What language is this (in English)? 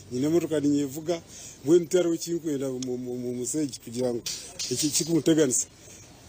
Nyankole